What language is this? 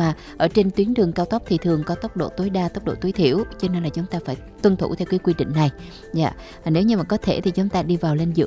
Vietnamese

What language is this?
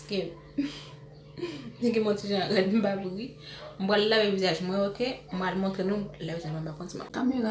Haitian Creole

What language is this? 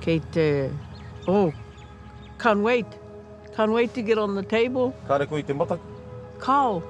Māori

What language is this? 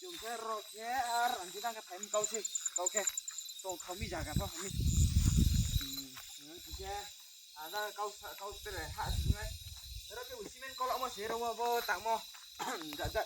Riang (India)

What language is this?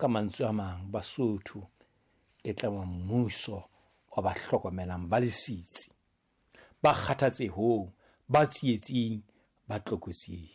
Southern Sotho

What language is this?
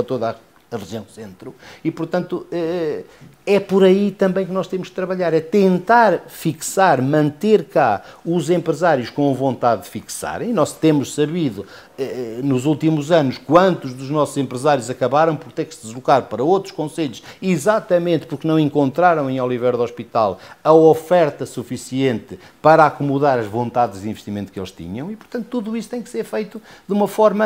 Portuguese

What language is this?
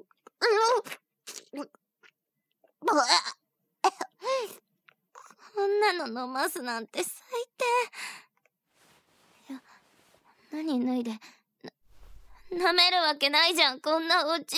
Japanese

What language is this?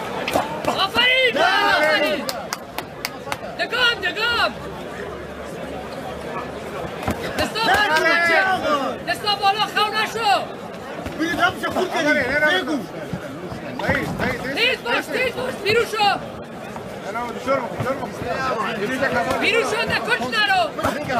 Persian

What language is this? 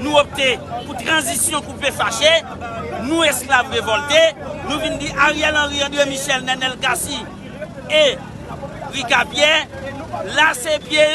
Haitian Creole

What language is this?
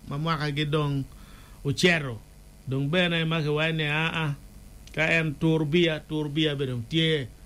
Acoli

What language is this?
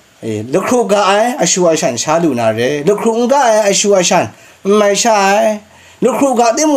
Kachin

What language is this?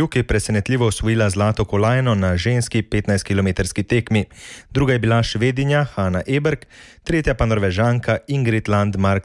Slovenian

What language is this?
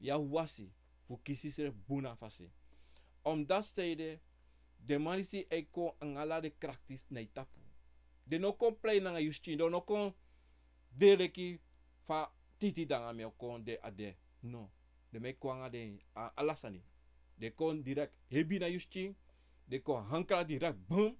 Sranan Tongo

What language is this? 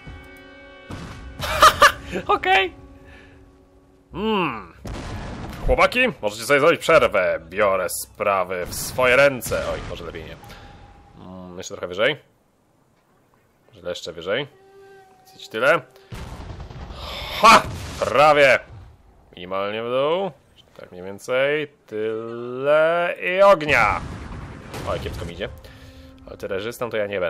Polish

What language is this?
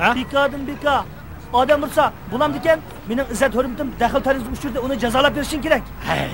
Uyghur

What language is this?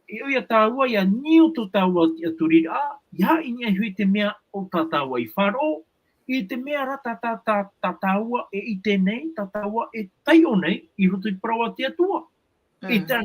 Tahitian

